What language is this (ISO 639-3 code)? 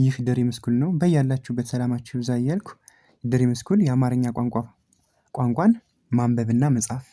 amh